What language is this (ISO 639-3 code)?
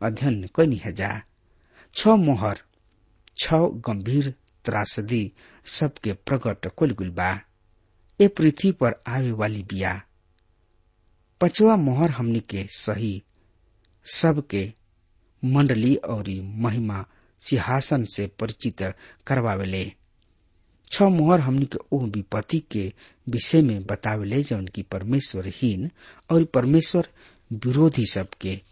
bho